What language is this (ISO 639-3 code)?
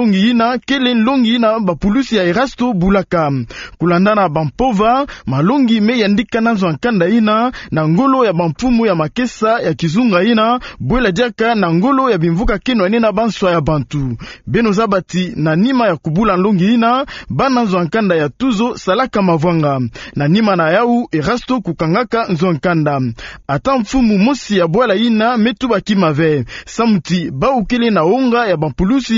ktu